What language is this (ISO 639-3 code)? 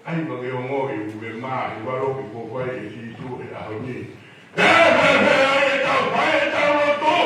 ton